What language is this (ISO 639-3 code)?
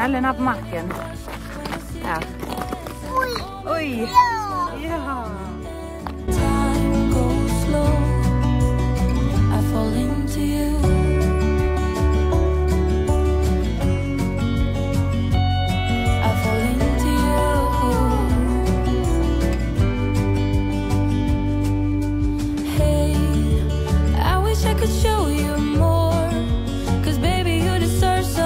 swe